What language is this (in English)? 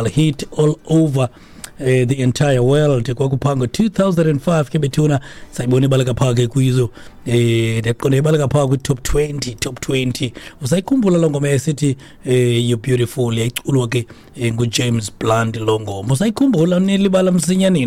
Xhosa